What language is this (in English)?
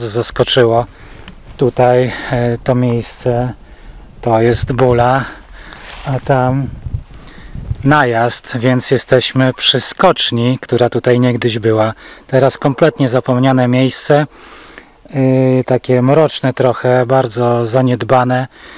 Polish